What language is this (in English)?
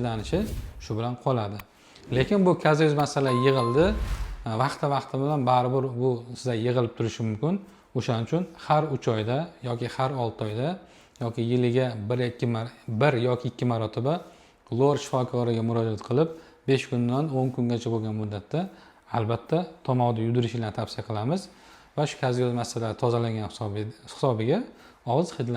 Uzbek